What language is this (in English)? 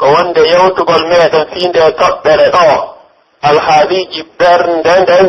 Pular